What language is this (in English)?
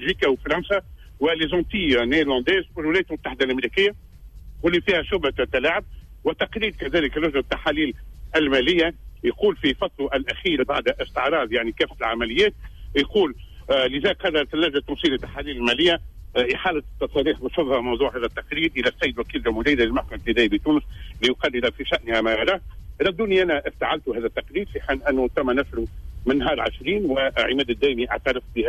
Tunisian Arabic